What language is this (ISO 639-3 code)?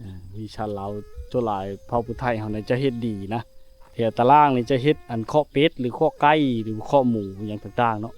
lao